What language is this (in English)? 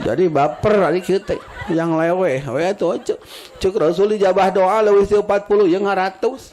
Sundanese